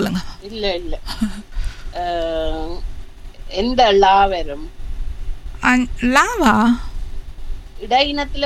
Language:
Tamil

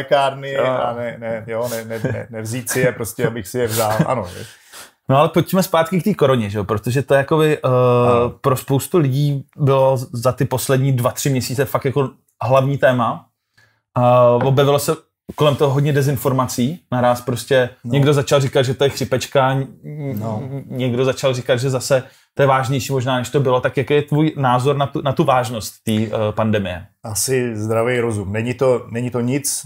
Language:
Czech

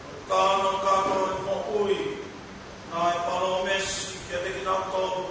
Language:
Tongan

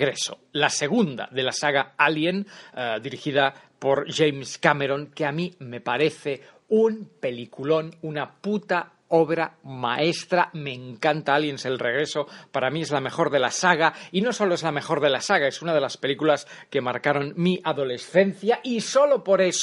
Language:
Spanish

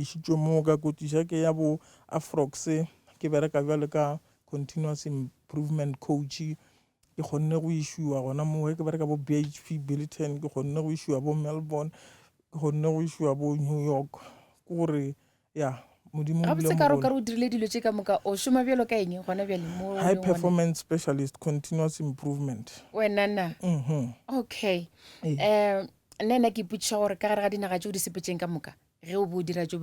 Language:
Northern Sotho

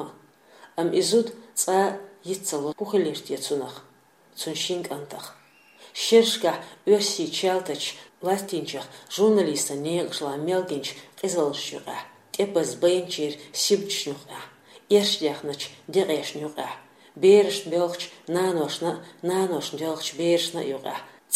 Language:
Chechen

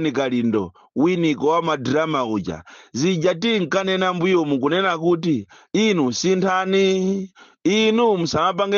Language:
Nyanja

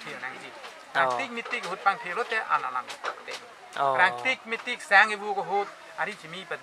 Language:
Karbi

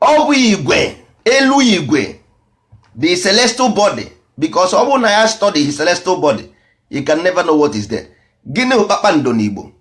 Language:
Igbo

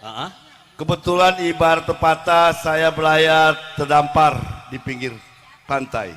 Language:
Betawi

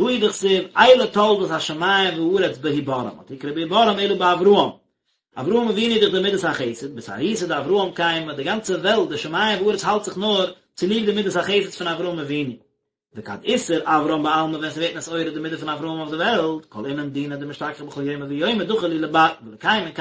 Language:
Yiddish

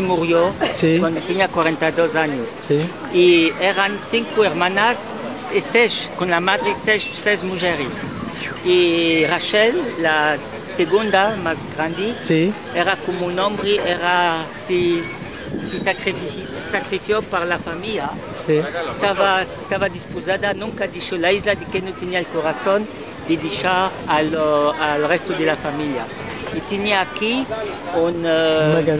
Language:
Ladino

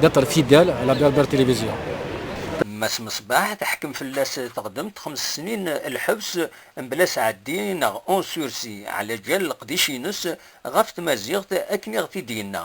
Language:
Kabyle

